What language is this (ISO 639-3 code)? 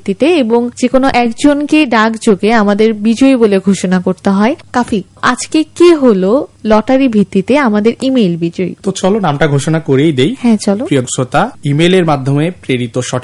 ben